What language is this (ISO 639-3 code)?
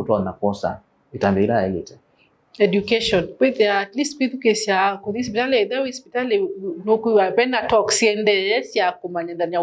kam